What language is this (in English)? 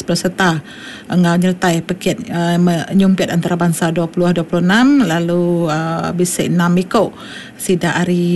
Iban